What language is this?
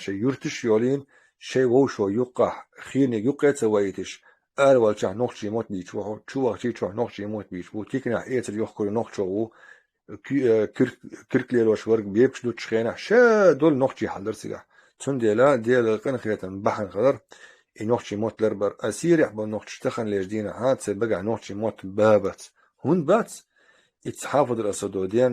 Chechen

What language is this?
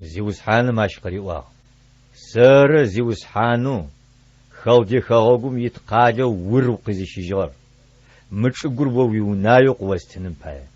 Adyghe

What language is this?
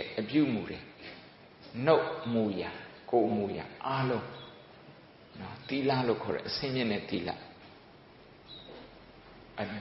Burmese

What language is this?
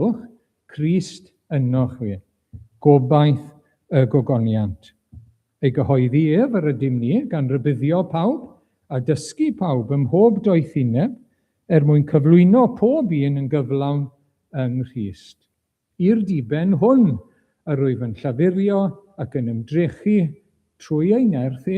Welsh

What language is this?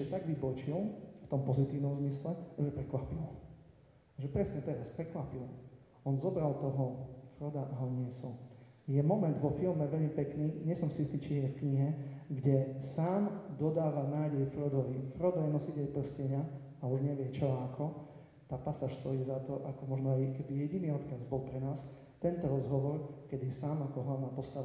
Slovak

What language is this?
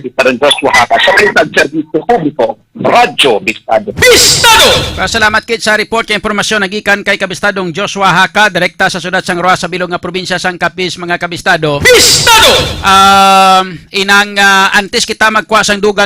Hiligaynon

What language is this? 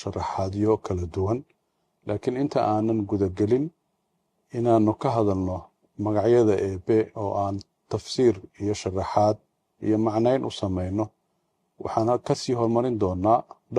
Somali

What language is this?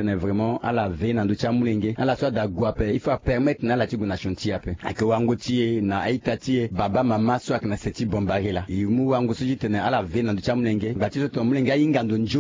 Sango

